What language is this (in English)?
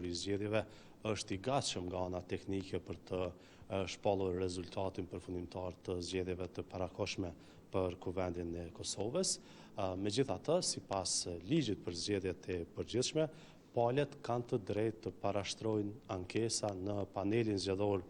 Albanian